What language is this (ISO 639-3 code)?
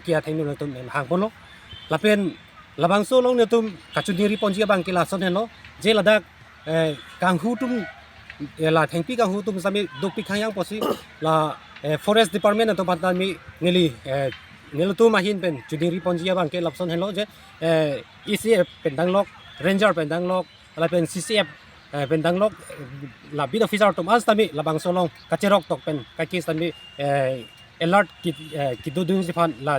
mjw